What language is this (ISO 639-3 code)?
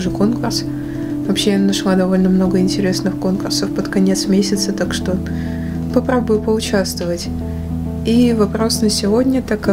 rus